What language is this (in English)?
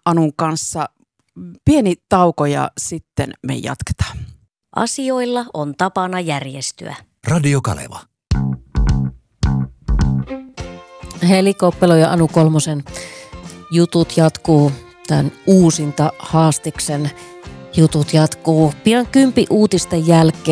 Finnish